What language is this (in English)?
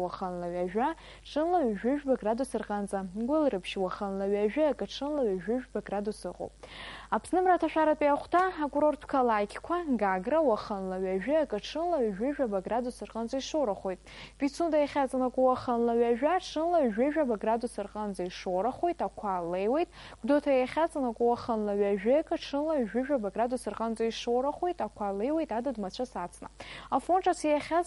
Abkhazian